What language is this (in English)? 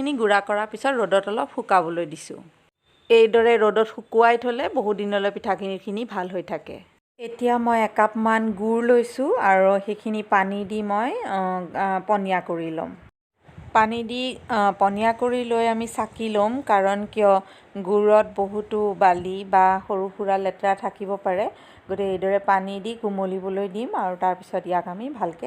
Assamese